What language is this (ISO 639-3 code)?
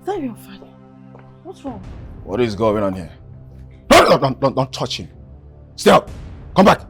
pcm